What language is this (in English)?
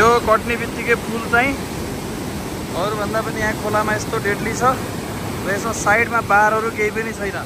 Nepali